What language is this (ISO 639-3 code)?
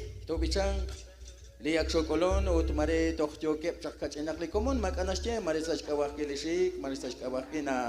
kek